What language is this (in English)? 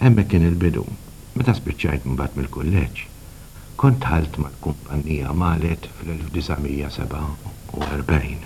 Maltese